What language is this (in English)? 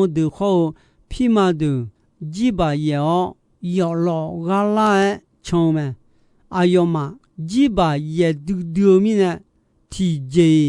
Akha